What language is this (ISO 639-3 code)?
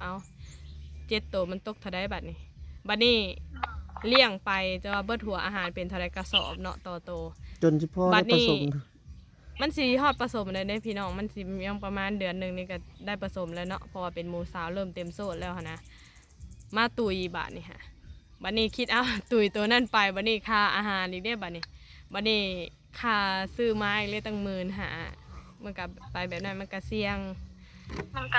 lao